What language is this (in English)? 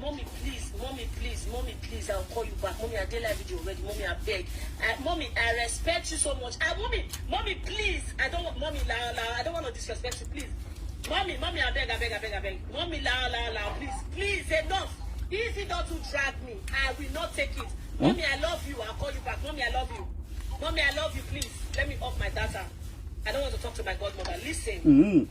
Nigerian Pidgin